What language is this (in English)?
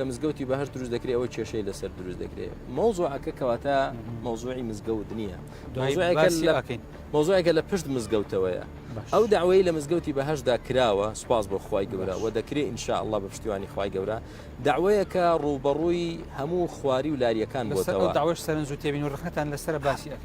Central Kurdish